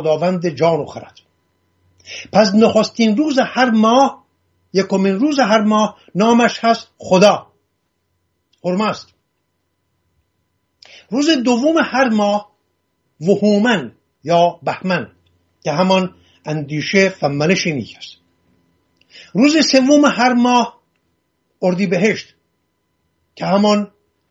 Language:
Persian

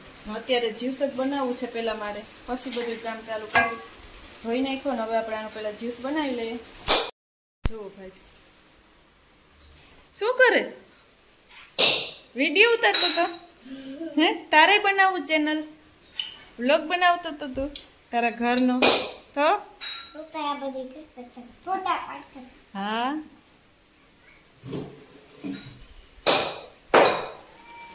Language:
Gujarati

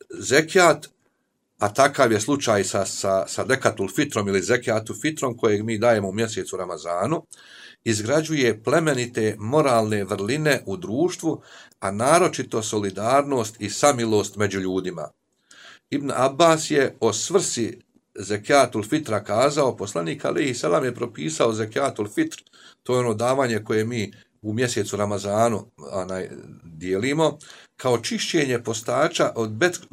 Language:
Bosnian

